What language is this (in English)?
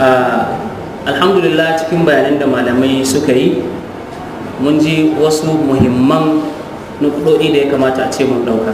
Hausa